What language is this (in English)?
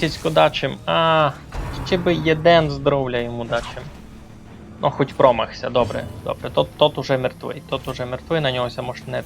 Rusyn